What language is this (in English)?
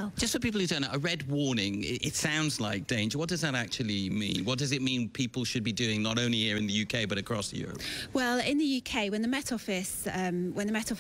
English